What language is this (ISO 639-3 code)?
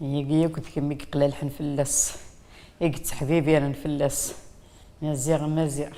kab